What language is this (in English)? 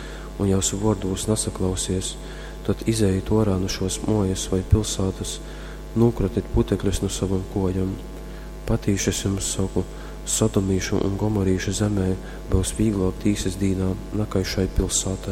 Latgalian